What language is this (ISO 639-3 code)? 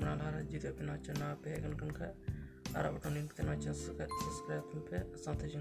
sat